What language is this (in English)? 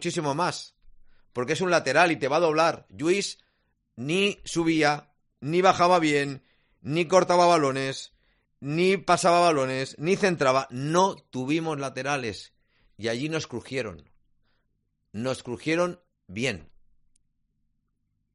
Spanish